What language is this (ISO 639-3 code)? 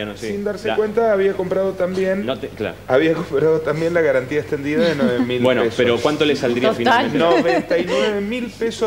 spa